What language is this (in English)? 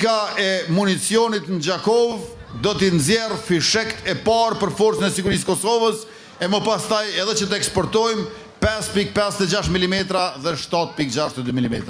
Albanian